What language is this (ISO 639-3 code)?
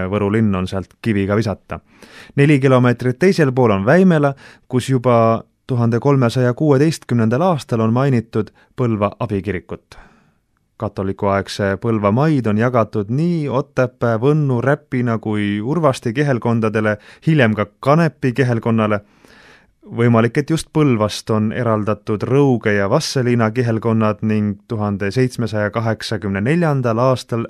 est